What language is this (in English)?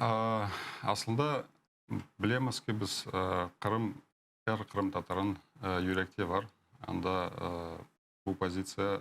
Crimean Tatar